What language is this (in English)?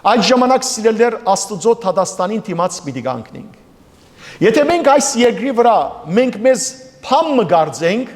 Western Armenian